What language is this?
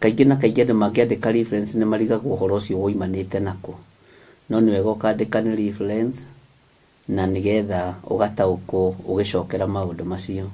Kikuyu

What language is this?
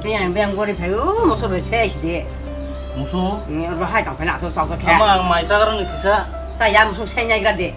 Kok Borok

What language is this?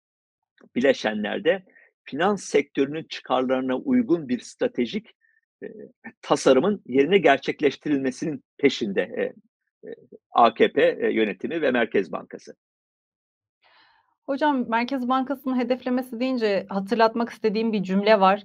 Turkish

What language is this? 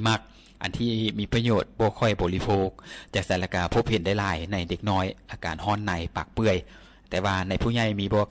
Lao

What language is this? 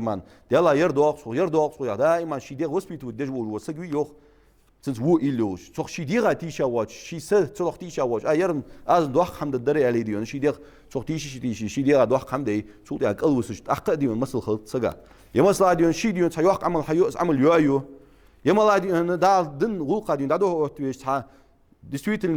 Ingush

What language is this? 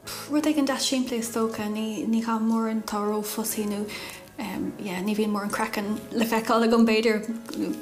Irish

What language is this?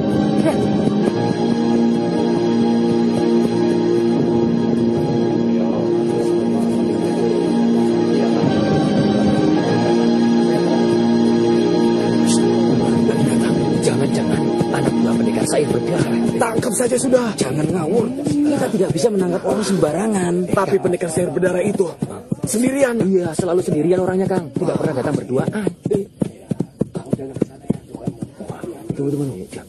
Indonesian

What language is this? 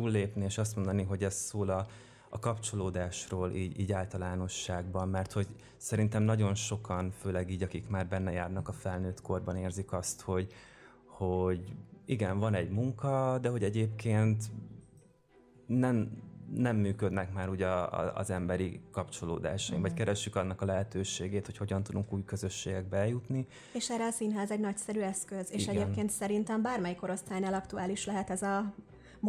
Hungarian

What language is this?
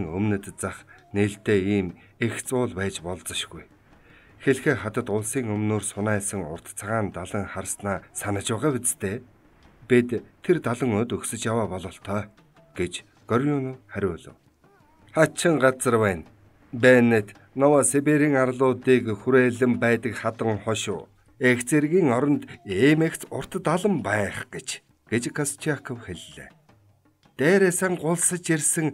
Mongolian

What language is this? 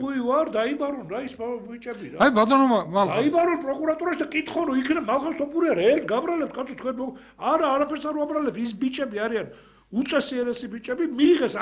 Georgian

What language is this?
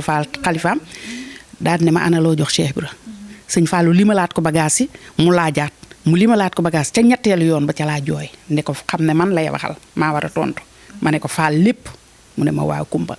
Wolof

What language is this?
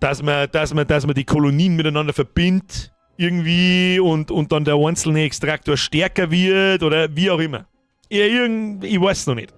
Bavarian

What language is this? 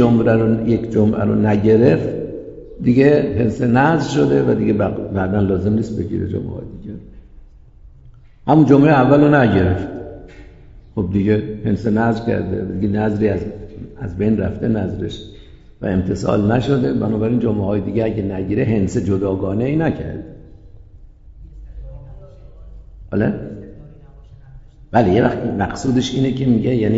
Persian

